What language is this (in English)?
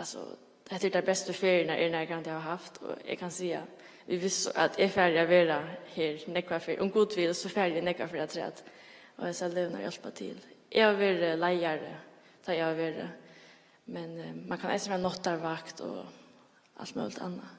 Faroese